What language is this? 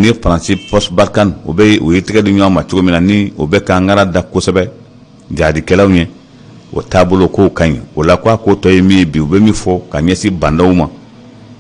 Bambara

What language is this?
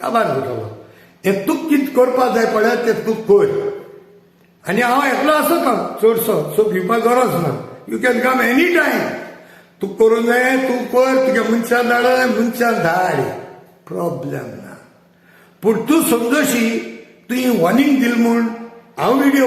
Konkani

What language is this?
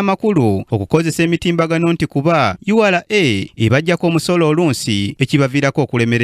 Ganda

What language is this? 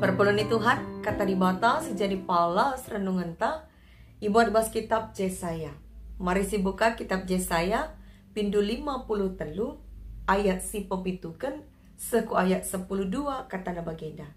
Batak Karo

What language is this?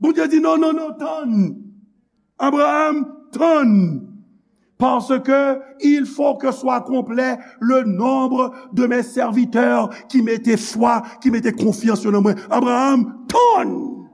Haitian Creole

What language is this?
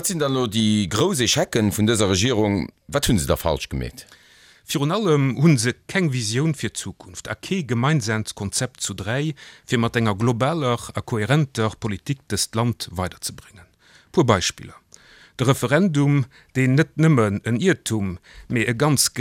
Luxembourgish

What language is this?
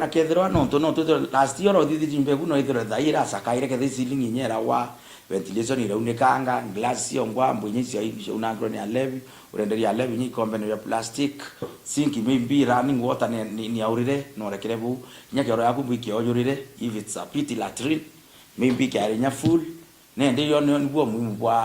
Meru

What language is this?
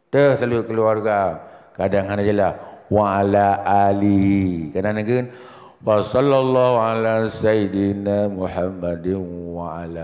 Achinese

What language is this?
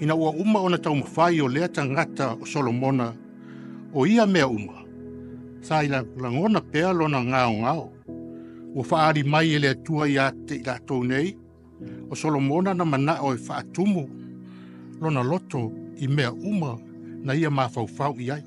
Samoan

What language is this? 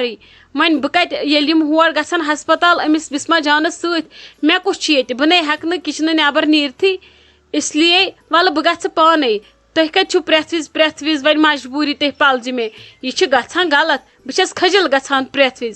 Kashmiri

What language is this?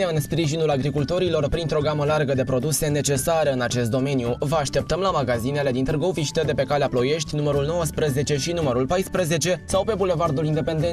Romanian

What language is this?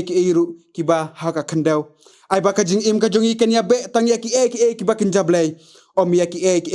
Khasi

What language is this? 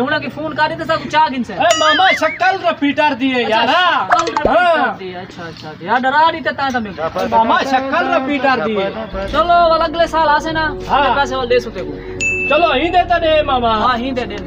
Saraiki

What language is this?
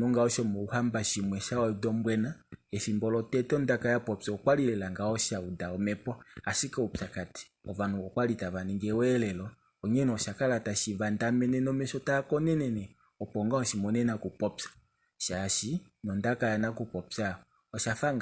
Kuanyama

